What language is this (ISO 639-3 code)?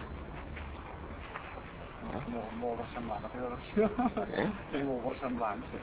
cat